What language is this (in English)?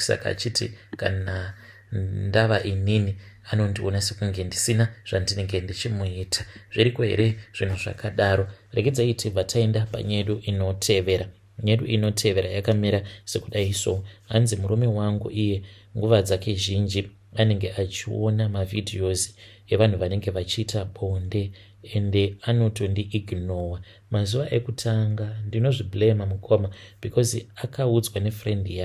Shona